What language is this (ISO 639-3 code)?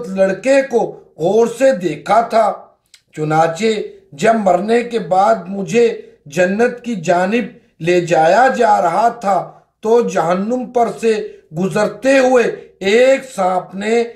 urd